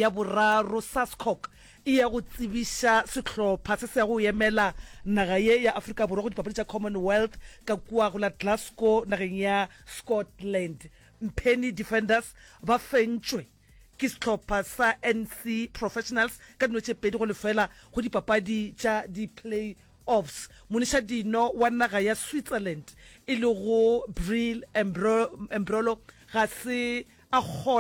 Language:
Northern Sotho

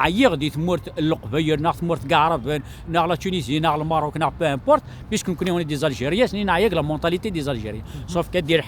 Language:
Kabyle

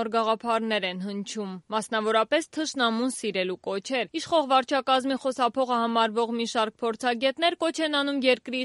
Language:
Armenian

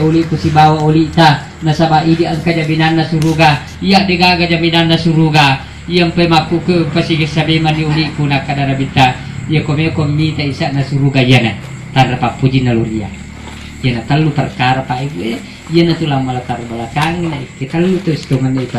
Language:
Buginese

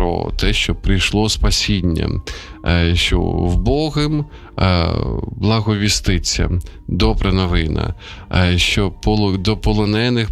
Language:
Ukrainian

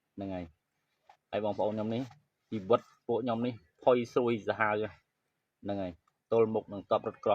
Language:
Khmer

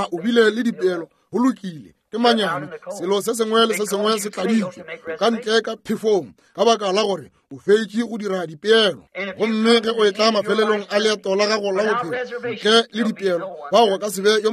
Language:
Northern Sotho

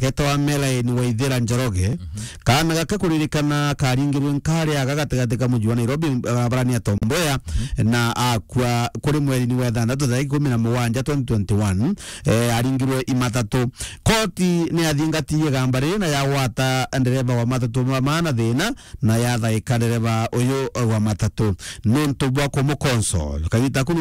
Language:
Meru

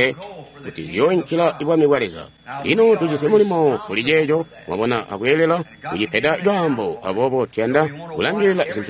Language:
Tonga (Zambia)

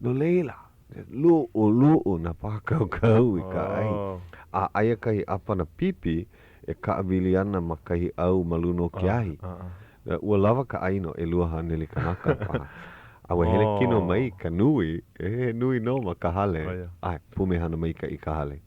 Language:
Hawaiian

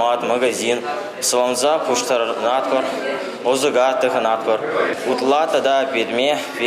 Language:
Chuvash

